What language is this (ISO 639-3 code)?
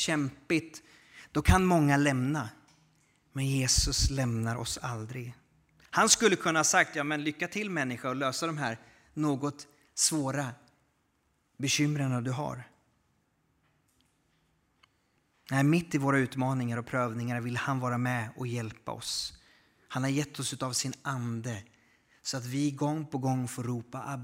swe